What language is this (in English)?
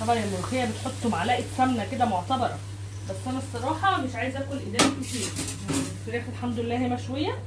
Egyptian Arabic